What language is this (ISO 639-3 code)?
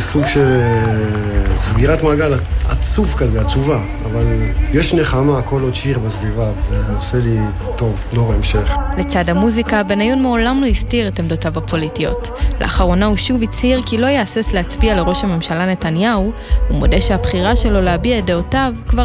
heb